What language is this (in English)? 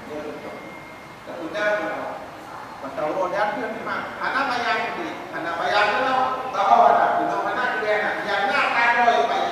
Achinese